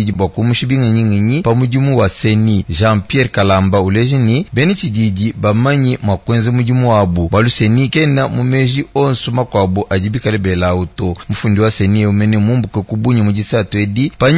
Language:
Luba-Lulua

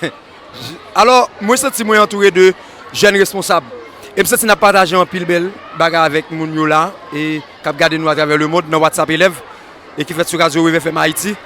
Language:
Haitian Creole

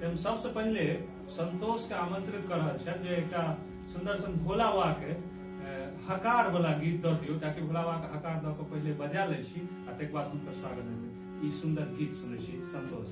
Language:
Maithili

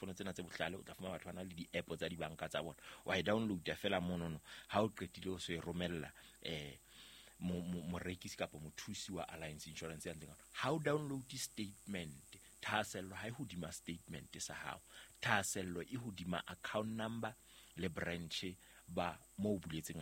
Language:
Southern Sotho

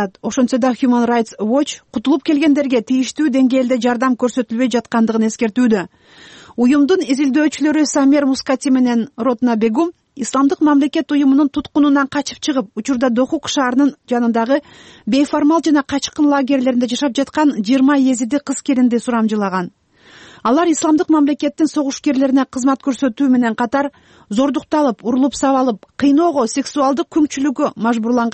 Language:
Kyrgyz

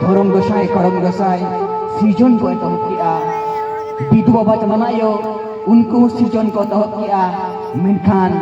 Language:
Santali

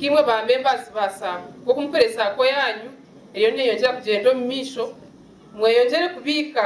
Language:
Nyankole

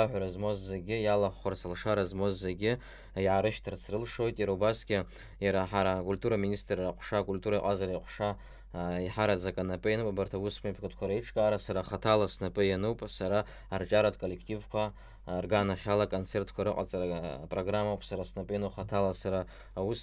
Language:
Abkhazian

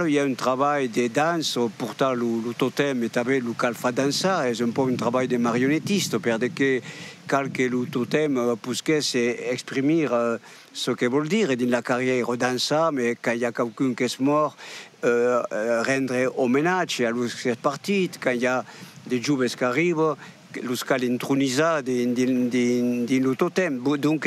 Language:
Occitan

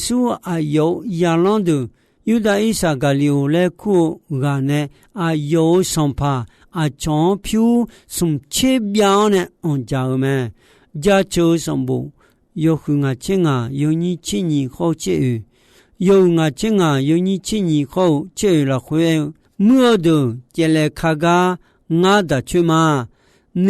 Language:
Akha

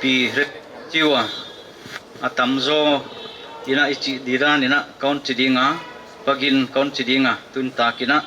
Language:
Paite Chin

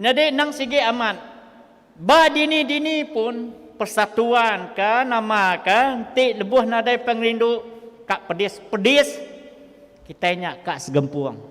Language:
Iban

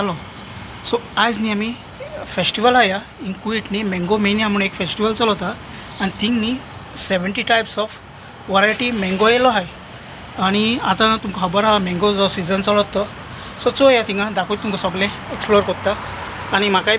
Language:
Konkani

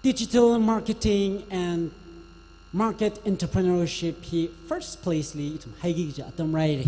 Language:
Tangkhul Naga (India)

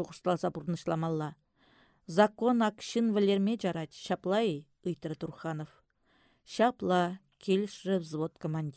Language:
Chuvash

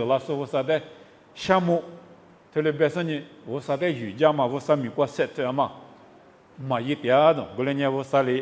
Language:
Lisu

